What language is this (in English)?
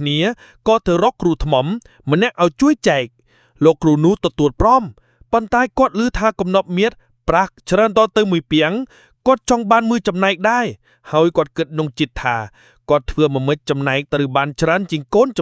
Khmer